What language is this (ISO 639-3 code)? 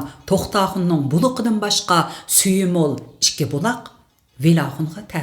uig